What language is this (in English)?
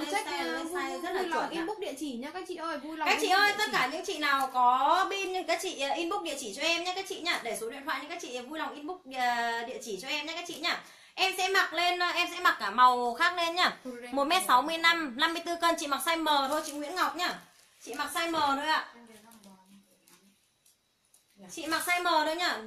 Vietnamese